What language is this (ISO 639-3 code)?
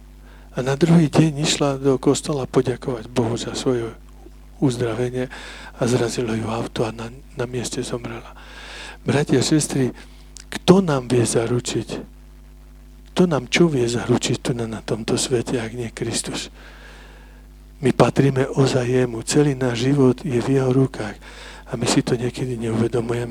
slk